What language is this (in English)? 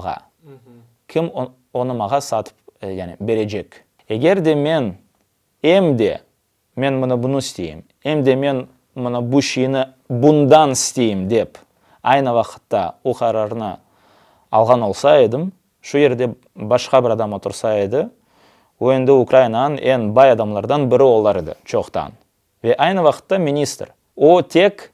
Crimean Tatar